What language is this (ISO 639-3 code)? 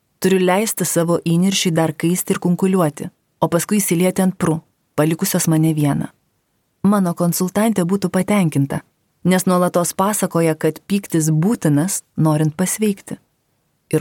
lit